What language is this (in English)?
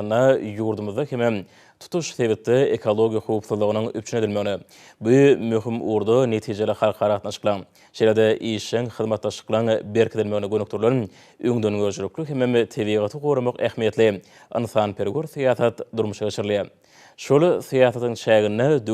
Turkmen